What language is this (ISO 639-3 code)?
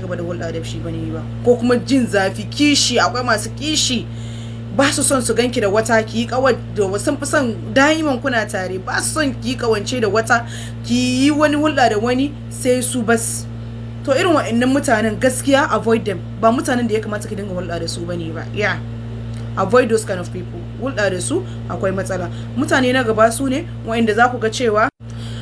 hau